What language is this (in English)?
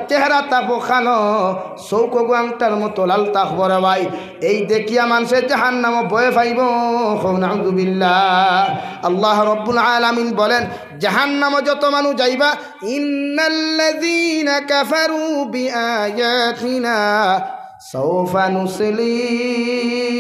Sylheti